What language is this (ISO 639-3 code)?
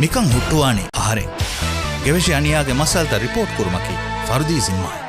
div